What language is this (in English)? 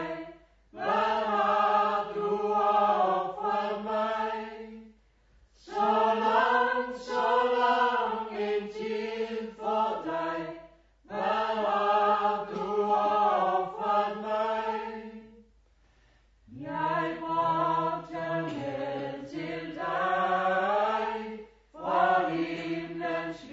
Danish